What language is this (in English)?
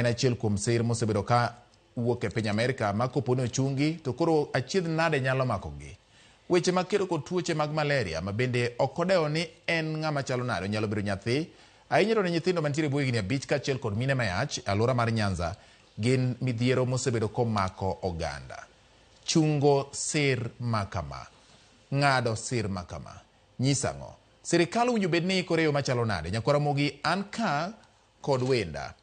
Luo (Kenya and Tanzania)